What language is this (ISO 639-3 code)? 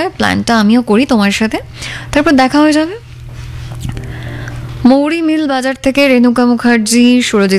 ben